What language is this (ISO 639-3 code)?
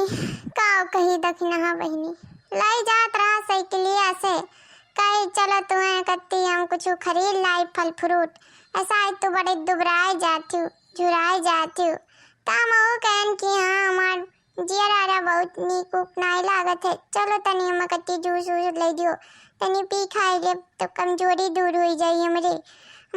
awa